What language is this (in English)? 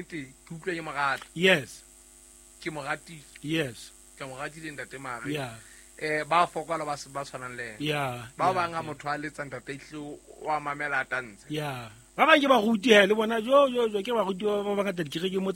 Southern Sotho